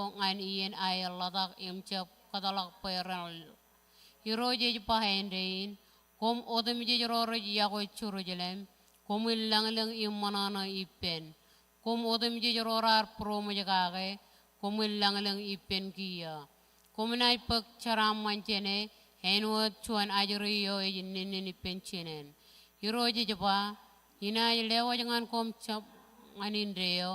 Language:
Marshallese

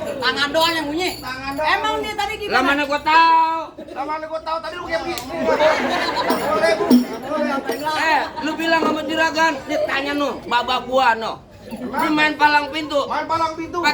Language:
Betawi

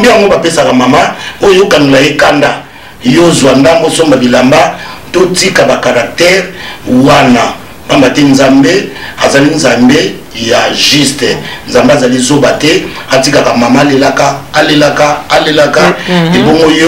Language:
Lingala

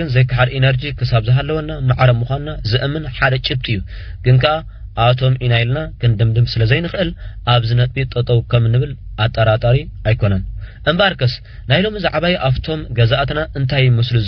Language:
Tigrinya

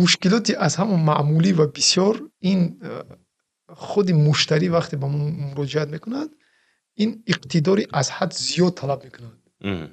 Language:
Tajik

